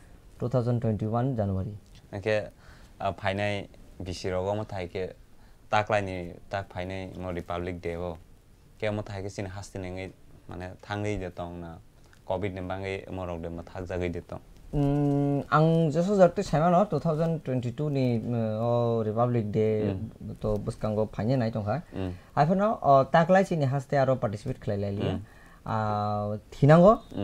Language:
Kok Borok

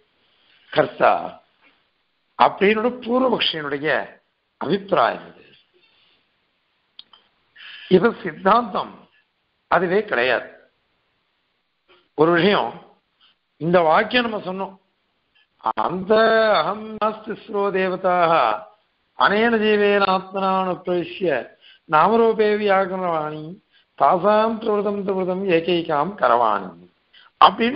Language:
Tamil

